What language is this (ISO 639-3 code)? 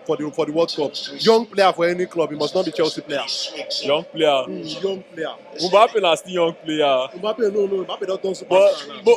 pcm